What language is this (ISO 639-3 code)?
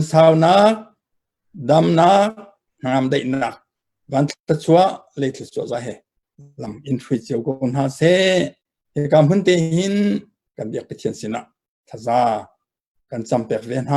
cnh